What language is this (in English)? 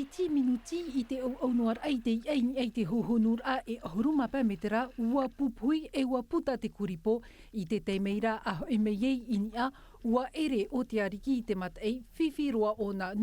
Tahitian